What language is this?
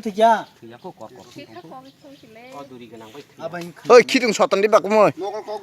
Kok Borok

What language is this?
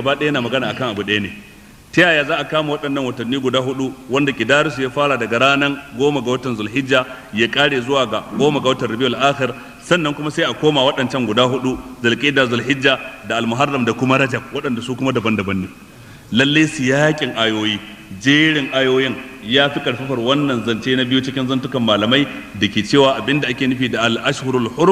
Hausa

